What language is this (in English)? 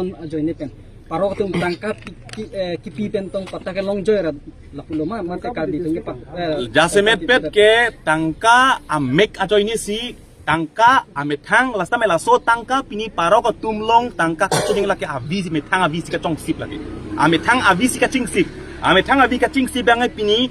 Karbi